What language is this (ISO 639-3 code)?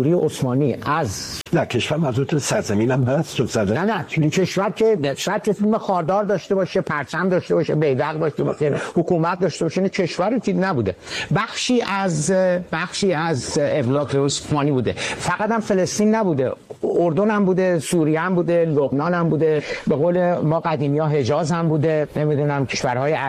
fas